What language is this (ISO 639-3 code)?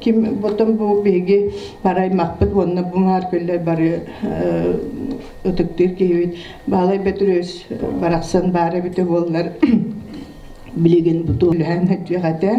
sah